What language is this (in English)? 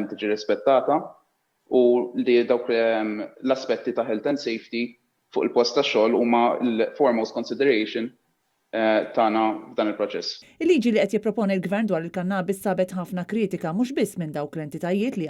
Maltese